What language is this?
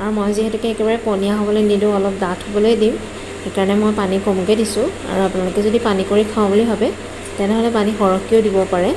Assamese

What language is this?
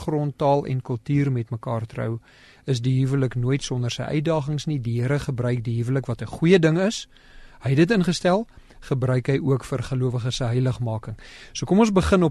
Afrikaans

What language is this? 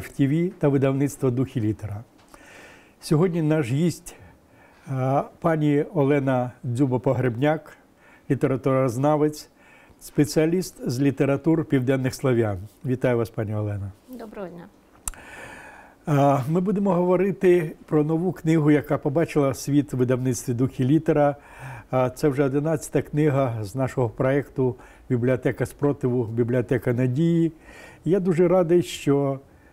Ukrainian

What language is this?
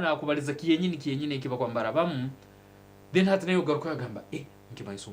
Nyankole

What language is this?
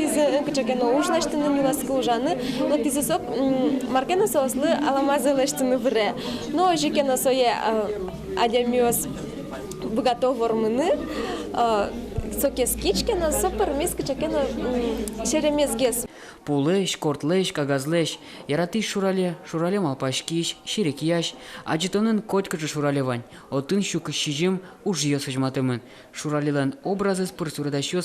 Udmurt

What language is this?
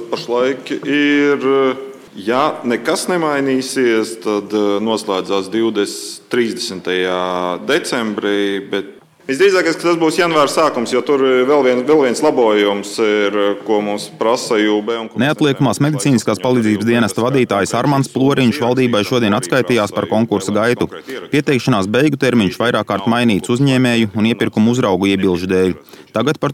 Latvian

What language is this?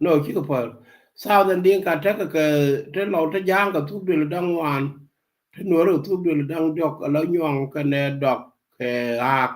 Nuer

